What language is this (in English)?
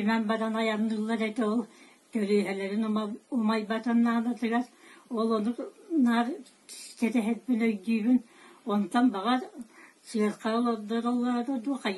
Yakut